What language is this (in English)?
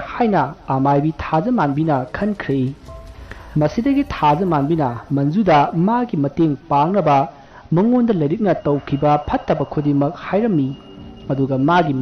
Manipuri